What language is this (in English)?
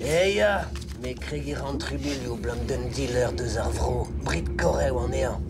Breton